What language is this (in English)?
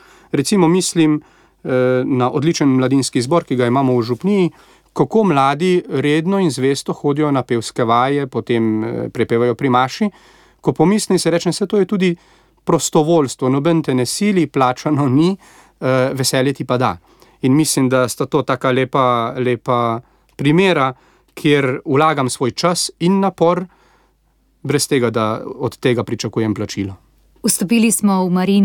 Slovenian